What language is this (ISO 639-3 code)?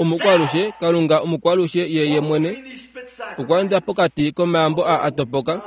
kua